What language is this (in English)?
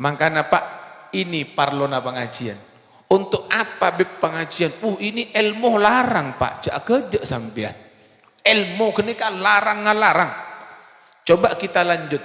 Madurese